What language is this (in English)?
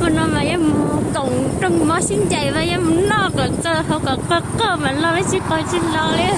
Hmong